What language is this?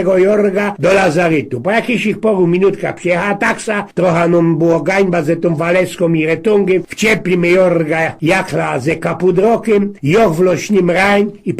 Silesian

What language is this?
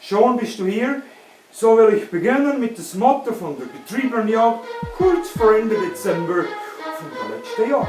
Swiss German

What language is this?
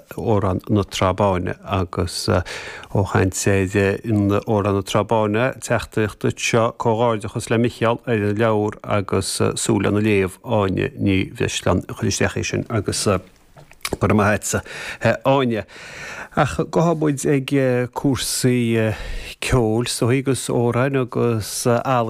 Irish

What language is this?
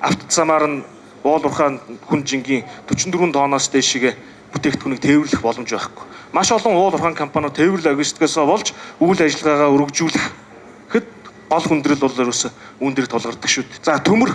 Mongolian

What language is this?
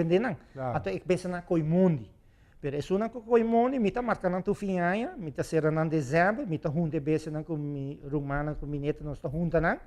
Papiamento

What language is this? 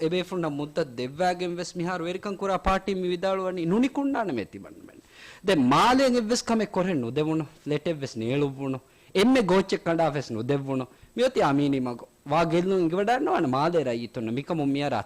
Divehi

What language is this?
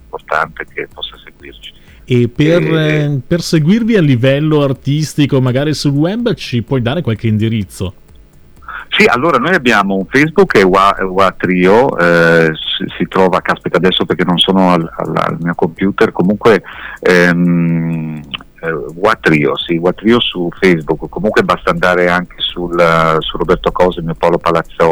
Italian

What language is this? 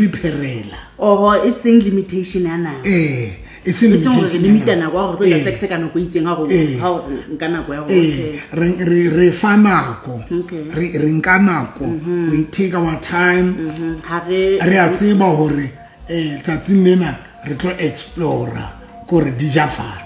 Southern Sotho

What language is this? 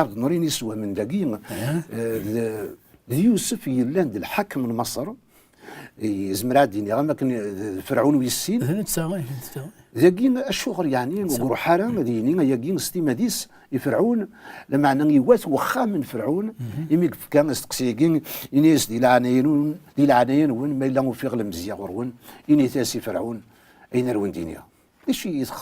Kabyle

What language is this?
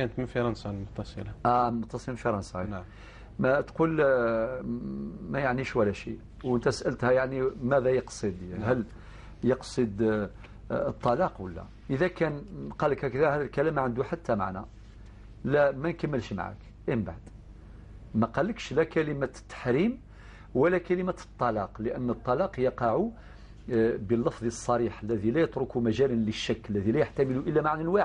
Algerian Arabic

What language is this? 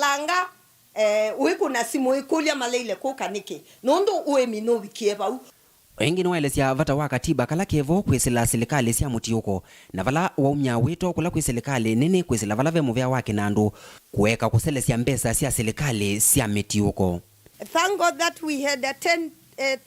Kamba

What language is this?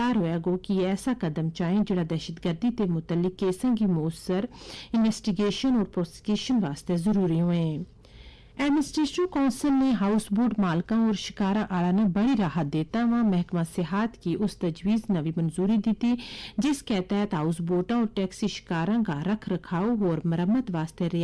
Gujari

